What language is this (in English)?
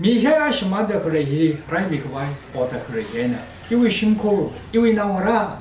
Tangkhul Naga (India)